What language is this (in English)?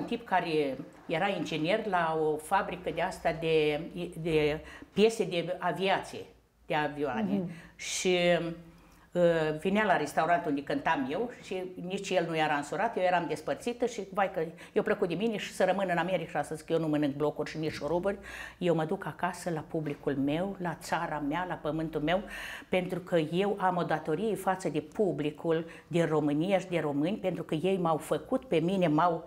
Romanian